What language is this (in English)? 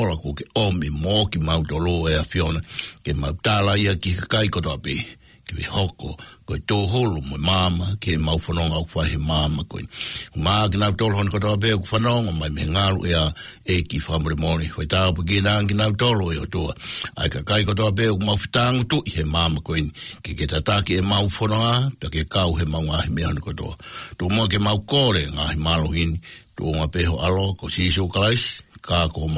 Tongan